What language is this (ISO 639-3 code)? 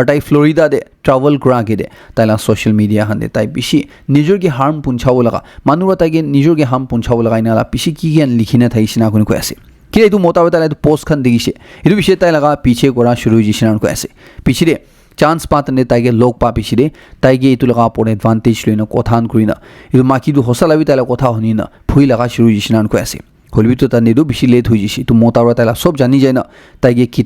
nag